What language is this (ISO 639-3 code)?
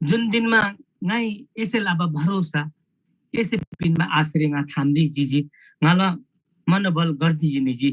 taj